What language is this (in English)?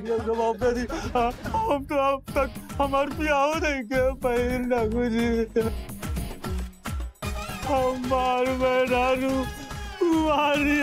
Bhojpuri